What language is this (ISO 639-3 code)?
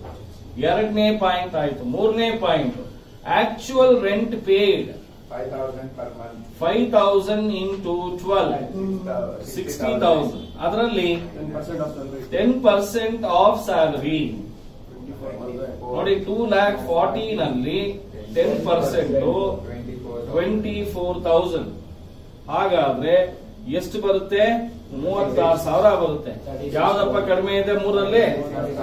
kan